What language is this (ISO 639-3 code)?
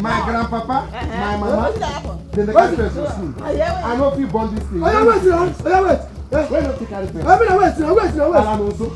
pcm